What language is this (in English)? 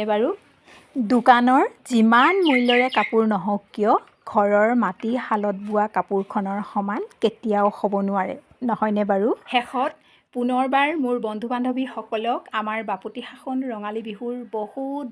Assamese